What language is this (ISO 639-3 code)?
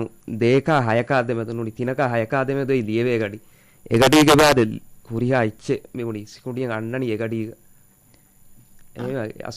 div